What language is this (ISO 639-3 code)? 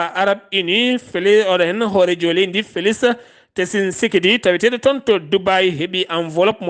ful